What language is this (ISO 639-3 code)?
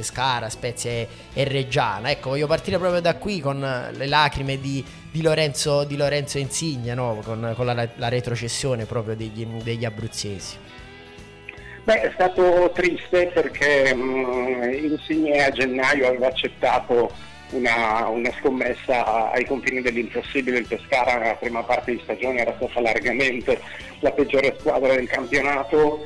ita